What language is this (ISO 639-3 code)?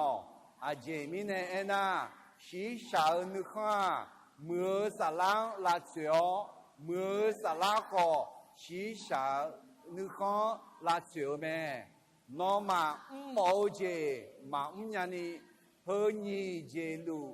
ahk